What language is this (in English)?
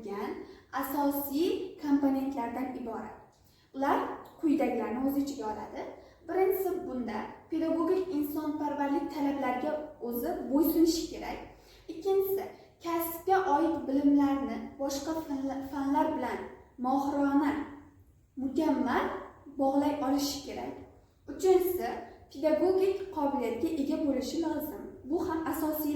Uzbek